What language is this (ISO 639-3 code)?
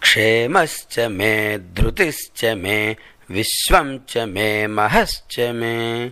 san